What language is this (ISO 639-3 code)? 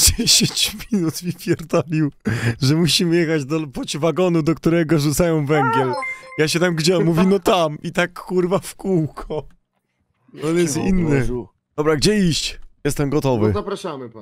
pol